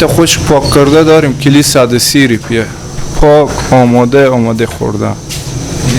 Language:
Persian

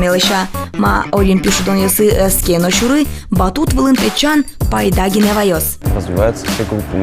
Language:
Udmurt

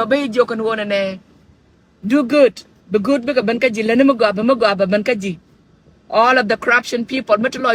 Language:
Nuer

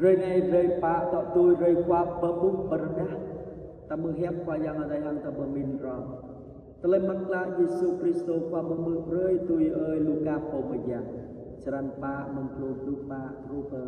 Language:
Jarai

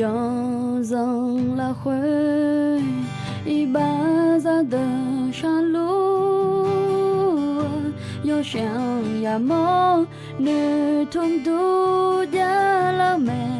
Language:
Akha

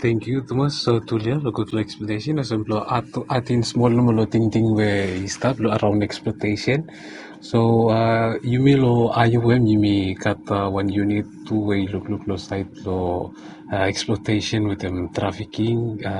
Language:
Bislama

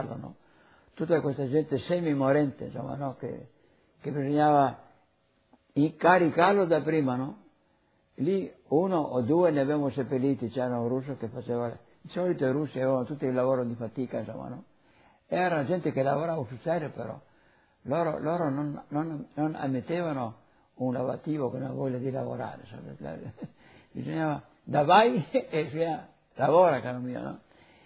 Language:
Italian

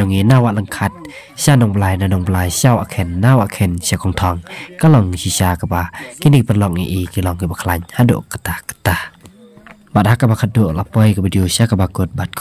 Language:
Khasi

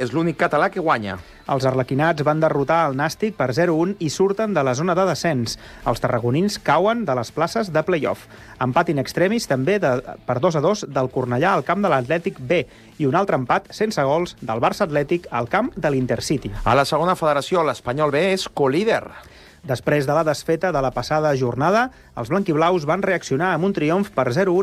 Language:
Catalan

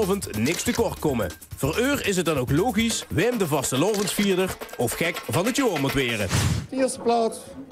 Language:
Limburgish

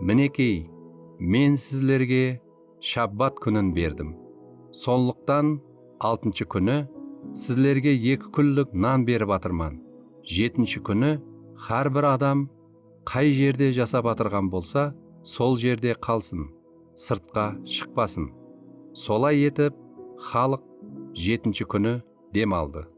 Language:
Kara-Kalpak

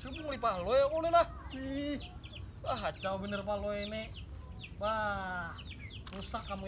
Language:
Banjar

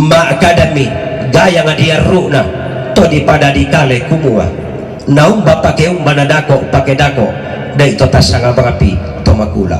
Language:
Toraja-Sa'dan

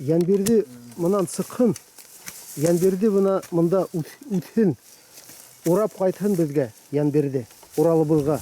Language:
Bashkir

